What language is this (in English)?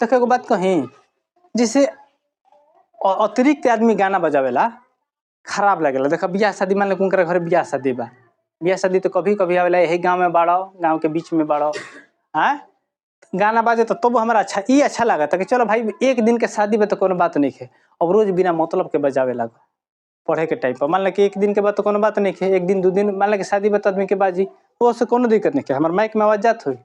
Bhojpuri